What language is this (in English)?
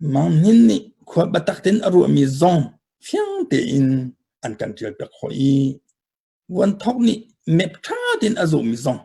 Hakha Chin